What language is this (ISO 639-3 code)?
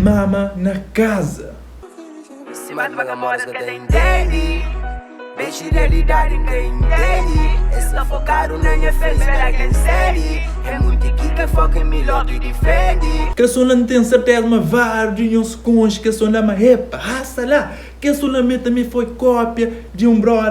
kea